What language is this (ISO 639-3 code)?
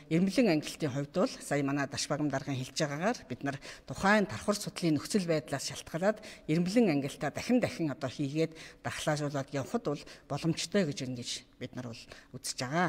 mon